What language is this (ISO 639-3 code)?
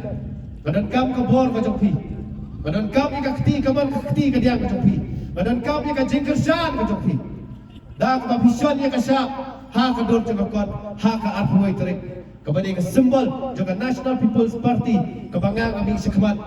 kha